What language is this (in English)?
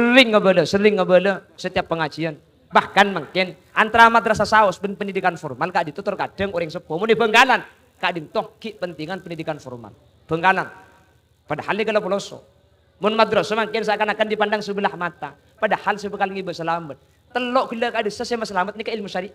Madurese